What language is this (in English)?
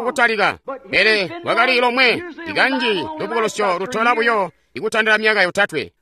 Tonga (Zambia)